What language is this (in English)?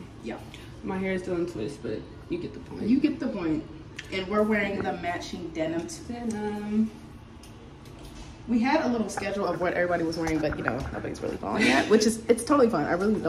English